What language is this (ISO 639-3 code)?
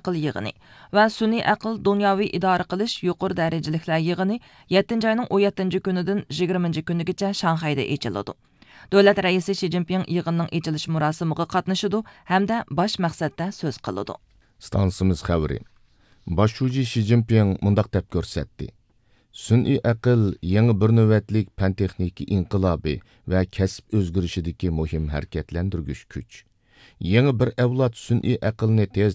uig